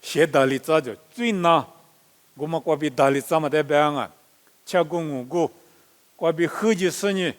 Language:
Lisu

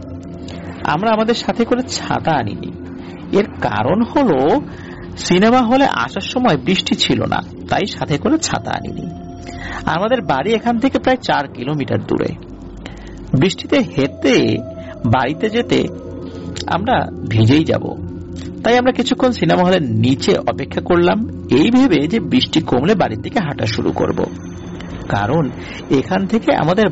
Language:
Bangla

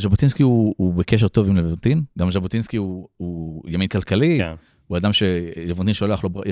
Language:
Hebrew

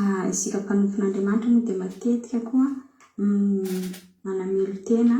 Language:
Malagasy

